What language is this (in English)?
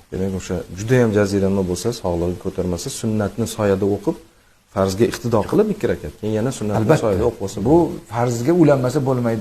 Uzbek